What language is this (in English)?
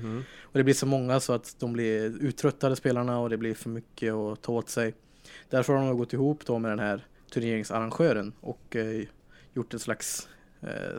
Swedish